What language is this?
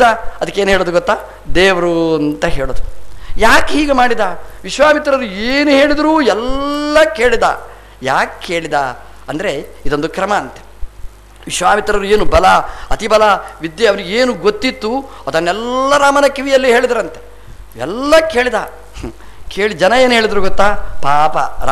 Kannada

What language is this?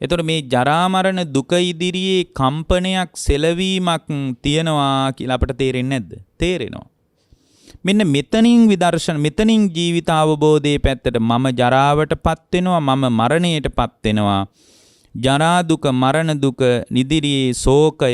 Sinhala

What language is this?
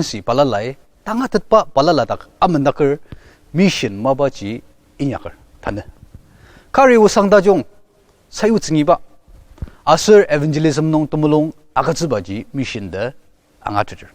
Ao Naga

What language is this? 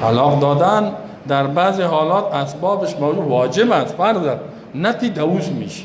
Persian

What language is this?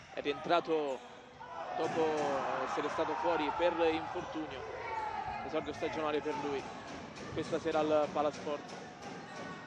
Italian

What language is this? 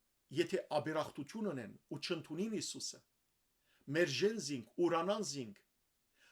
Western Armenian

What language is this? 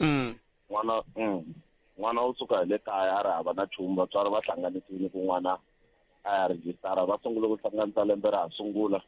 Tsonga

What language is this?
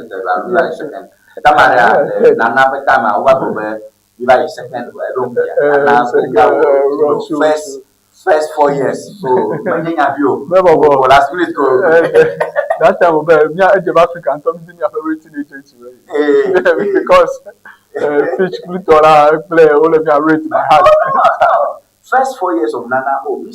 Ewe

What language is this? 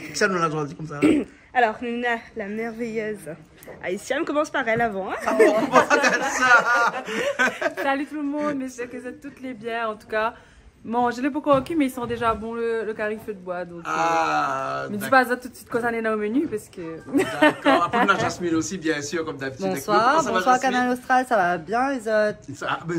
Réunion Creole French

